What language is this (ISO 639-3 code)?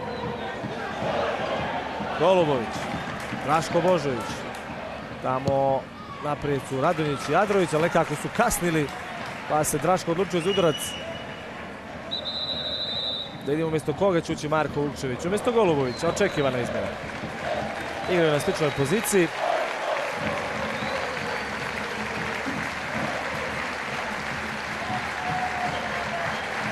srp